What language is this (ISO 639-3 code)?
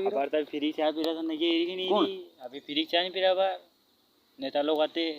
raj